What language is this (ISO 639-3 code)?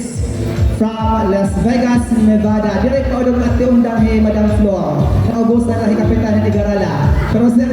war